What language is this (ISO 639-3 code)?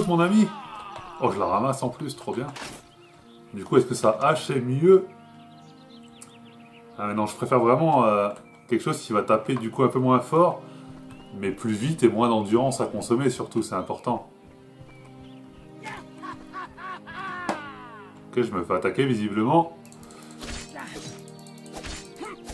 fra